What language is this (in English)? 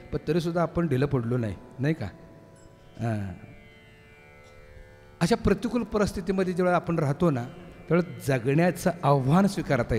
Marathi